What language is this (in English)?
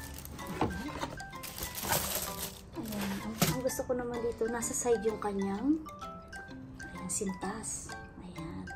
Filipino